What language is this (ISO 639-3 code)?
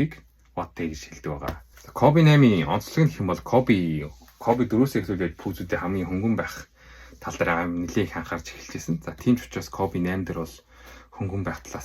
mon